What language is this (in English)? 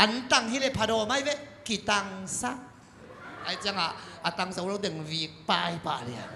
Tedim Chin